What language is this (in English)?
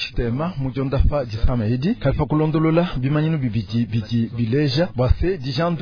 Luba-Lulua